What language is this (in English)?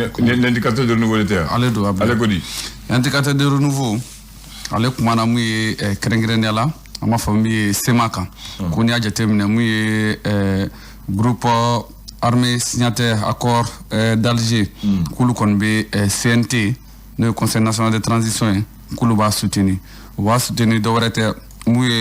Bambara